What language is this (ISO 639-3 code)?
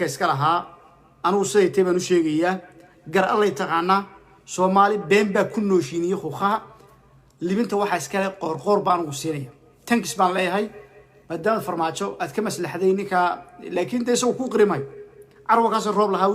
som